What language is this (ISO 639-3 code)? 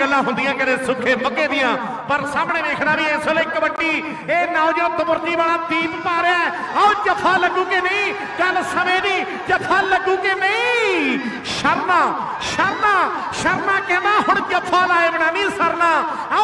pan